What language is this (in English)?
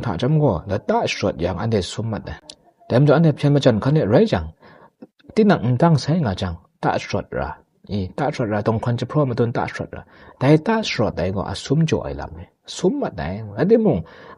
Kachin